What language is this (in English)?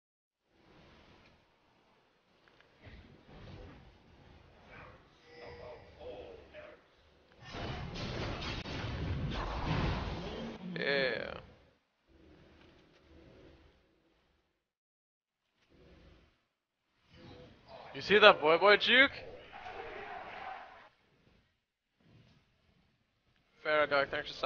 English